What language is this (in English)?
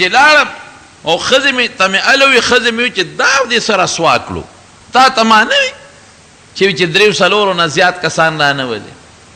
Pashto